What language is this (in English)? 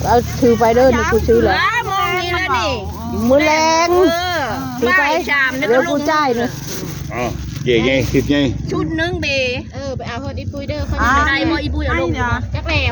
Northeastern Thai